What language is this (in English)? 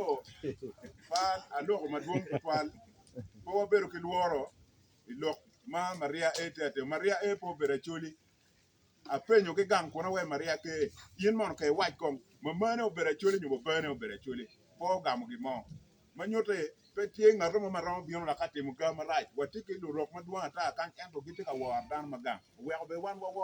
Acoli